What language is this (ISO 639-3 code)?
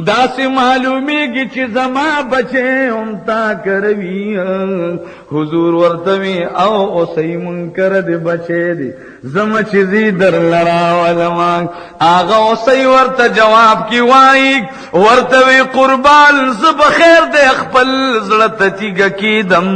pus